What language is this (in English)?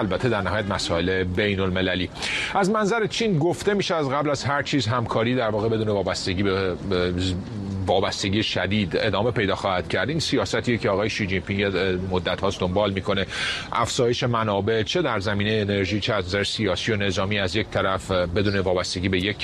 Persian